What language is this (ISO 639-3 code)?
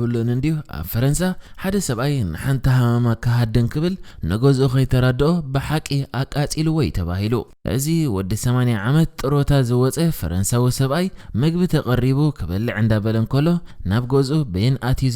tir